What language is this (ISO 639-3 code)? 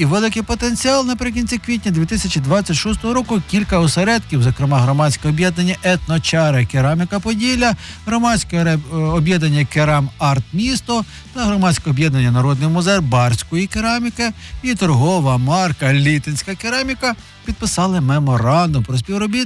ukr